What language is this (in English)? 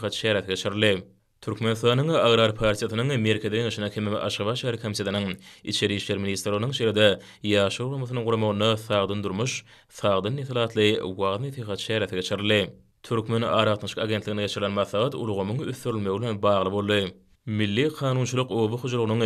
Turkmen